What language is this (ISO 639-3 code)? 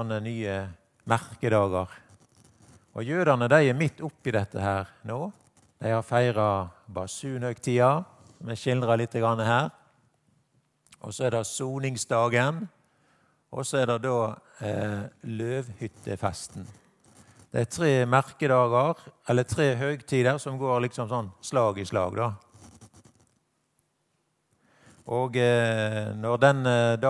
nor